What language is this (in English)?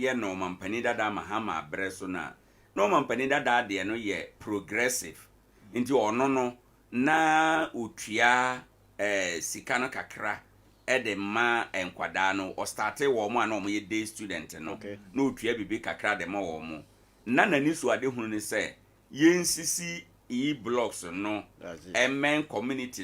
Akan